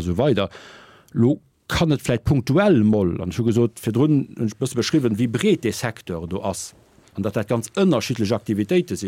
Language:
Luxembourgish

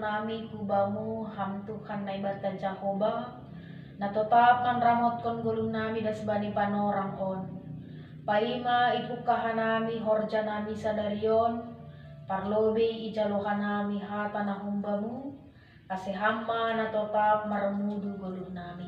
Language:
Batak Simalungun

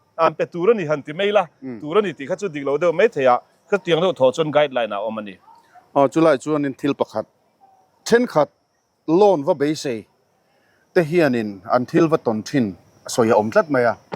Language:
Mizo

